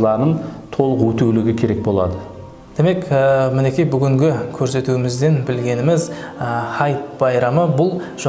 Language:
Kara-Kalpak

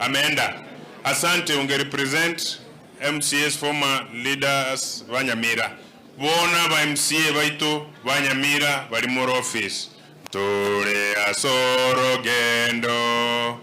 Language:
Gusii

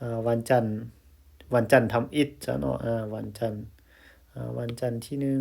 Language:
Lao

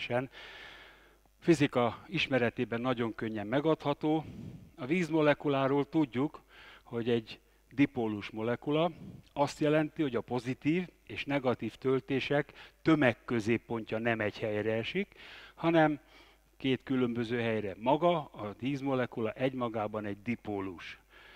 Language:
Hungarian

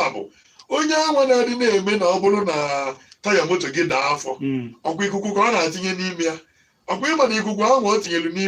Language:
Igbo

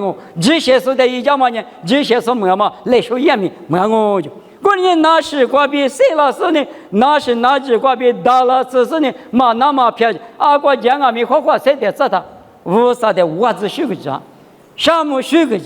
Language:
Lisu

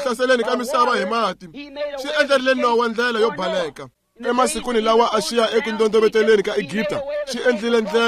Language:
Tsonga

